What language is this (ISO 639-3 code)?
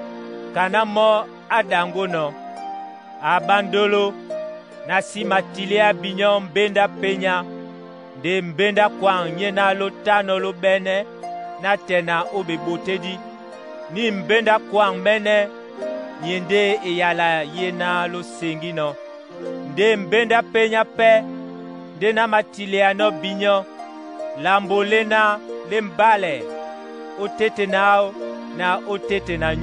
dua